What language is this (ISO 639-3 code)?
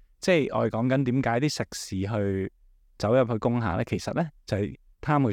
yue